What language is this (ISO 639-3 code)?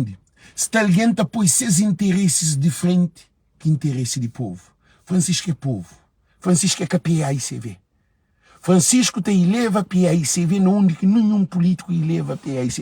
kea